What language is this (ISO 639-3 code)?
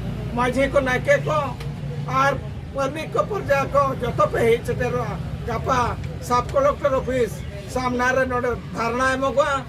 sat